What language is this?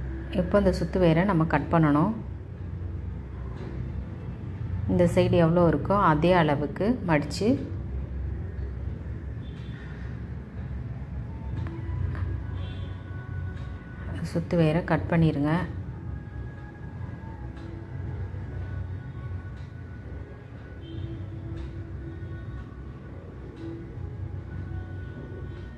Tamil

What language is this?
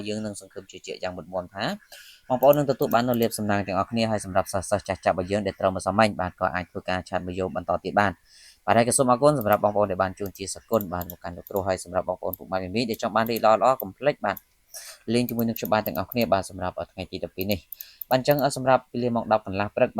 Khmer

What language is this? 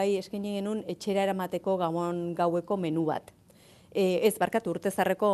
Basque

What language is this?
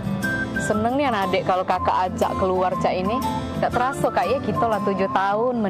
Musi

